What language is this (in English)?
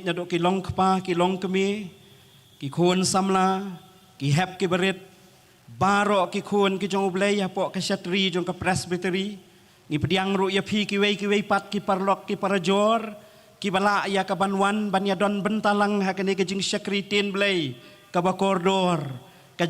Khasi